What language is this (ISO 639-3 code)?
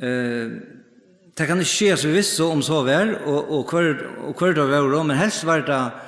fao